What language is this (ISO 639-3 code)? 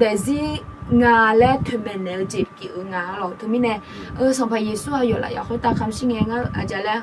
ahk